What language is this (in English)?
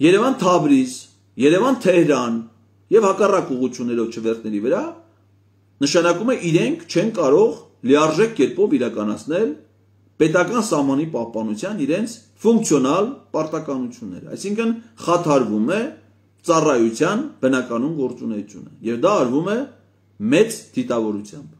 Armenian